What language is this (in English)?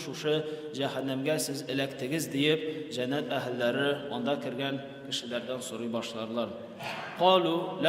Tatar